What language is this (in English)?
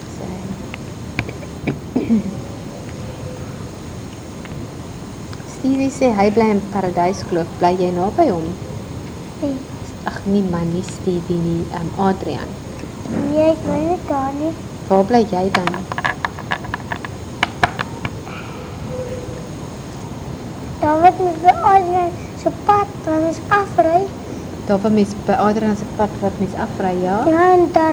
Afrikaans